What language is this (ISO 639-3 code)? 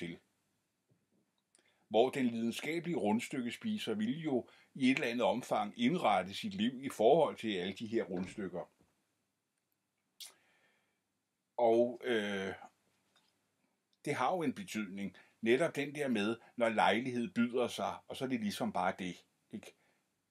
dan